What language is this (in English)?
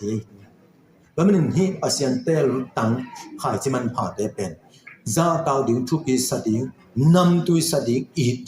Tedim Chin